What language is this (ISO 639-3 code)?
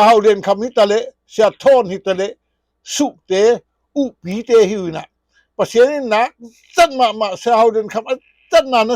ctd